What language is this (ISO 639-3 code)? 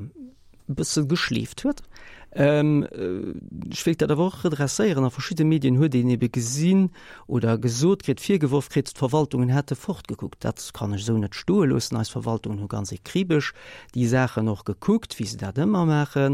ltz